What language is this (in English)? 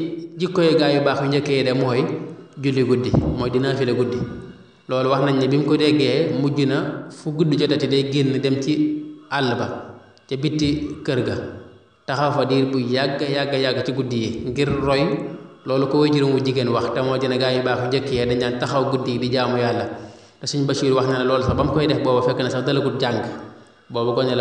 Wolof